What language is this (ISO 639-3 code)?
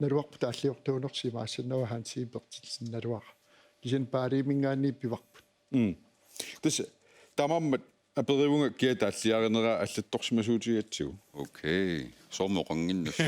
kal